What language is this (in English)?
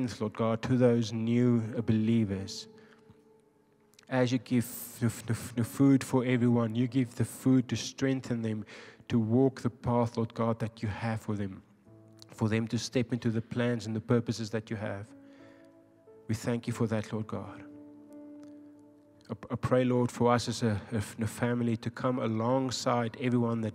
English